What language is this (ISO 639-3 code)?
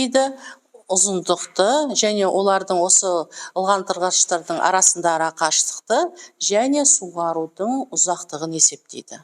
kaz